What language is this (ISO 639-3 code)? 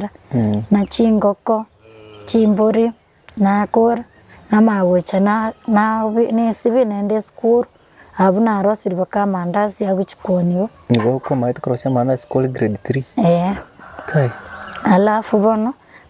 guz